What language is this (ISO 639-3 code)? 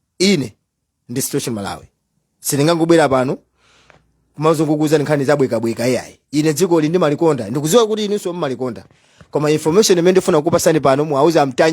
nya